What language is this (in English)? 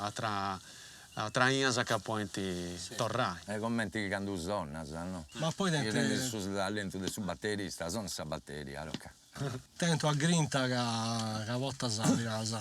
Sardinian